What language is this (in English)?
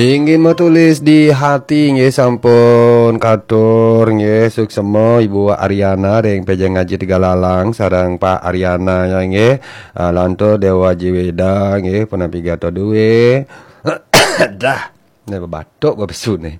Balinese